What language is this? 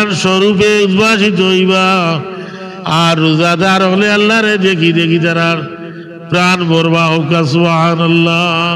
Sylheti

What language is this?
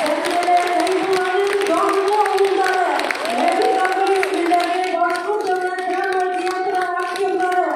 Bashkir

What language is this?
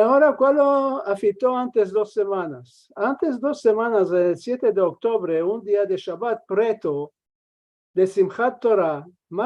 Ladino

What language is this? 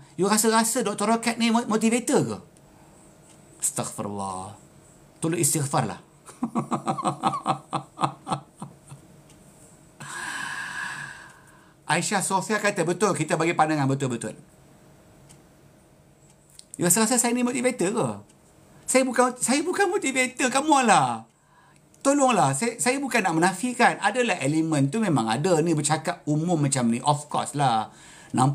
Malay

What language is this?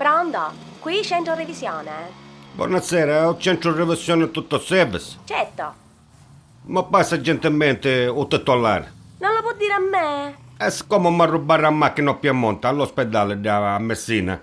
Neapolitan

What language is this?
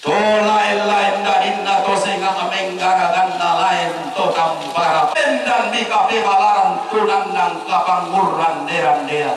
Toraja-Sa'dan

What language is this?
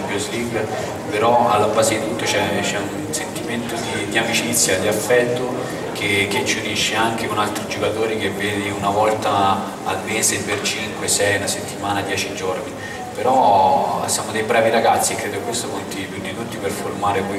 Italian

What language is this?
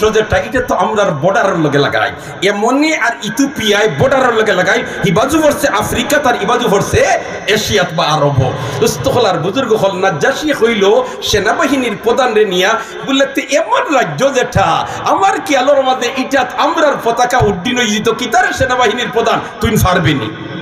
Sylheti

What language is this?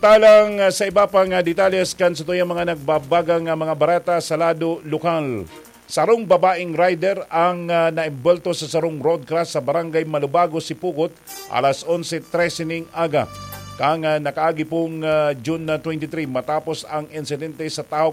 Bikol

